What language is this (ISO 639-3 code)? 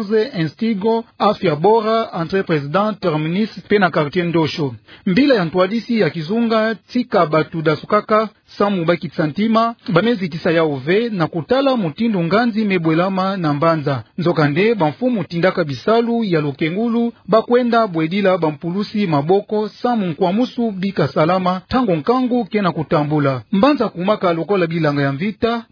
ktu